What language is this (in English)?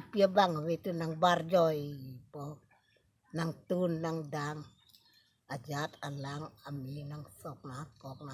Karbi